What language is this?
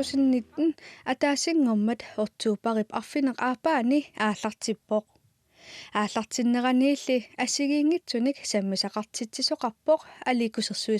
Kalaallisut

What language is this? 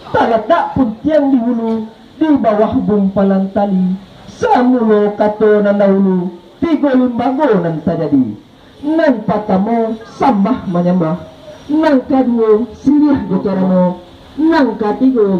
Minangkabau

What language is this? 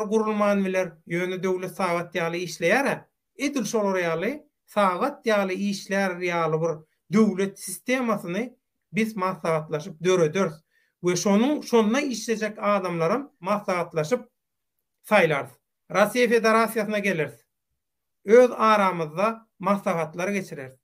Turkmen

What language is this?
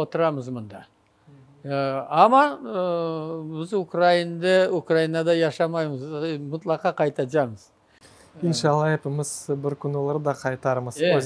Crimean Tatar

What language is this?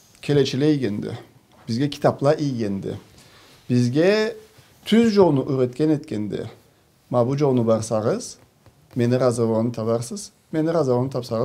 Karachay-Balkar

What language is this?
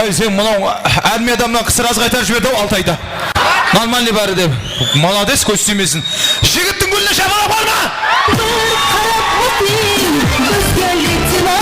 Kara-Kalpak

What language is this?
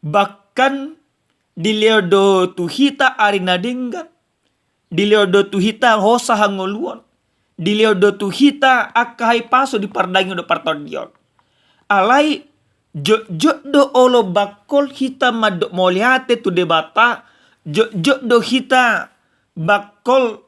Batak Toba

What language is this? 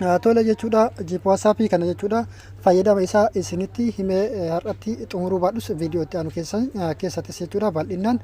Oromo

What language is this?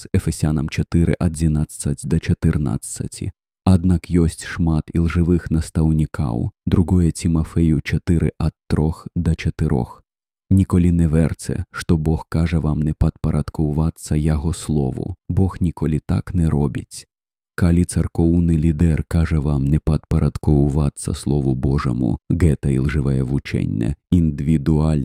Belarusian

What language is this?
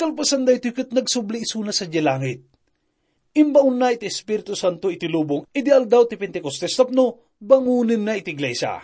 Iloko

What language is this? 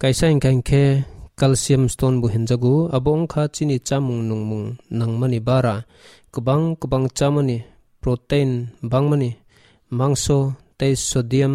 Kok Borok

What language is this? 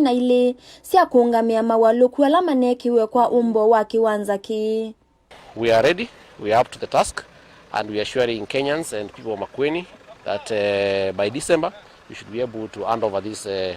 Kamba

